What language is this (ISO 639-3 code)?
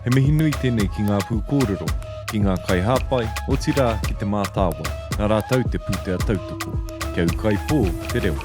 mri